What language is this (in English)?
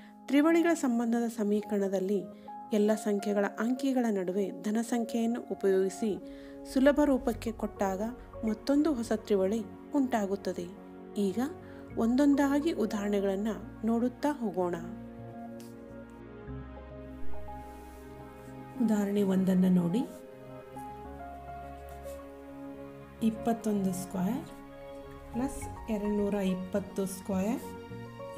Kannada